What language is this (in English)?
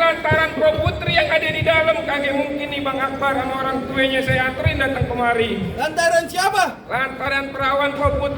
Betawi